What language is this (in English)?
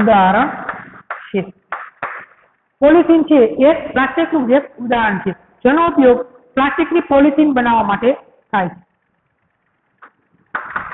Gujarati